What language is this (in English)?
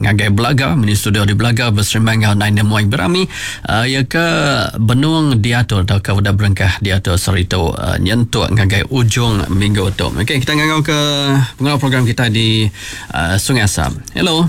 Iban